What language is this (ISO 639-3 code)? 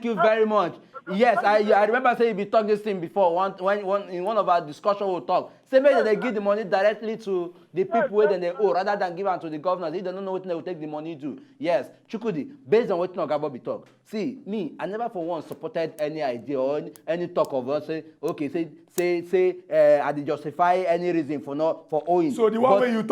pcm